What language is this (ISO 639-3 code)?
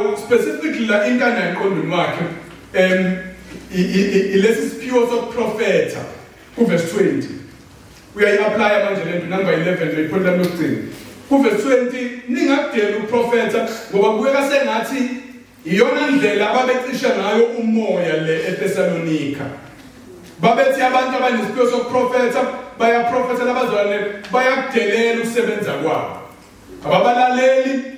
zul